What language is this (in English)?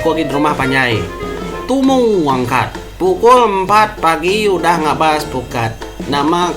Iban